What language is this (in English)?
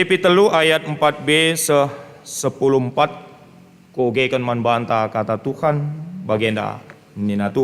Batak Karo